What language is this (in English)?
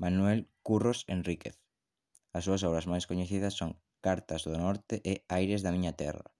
Galician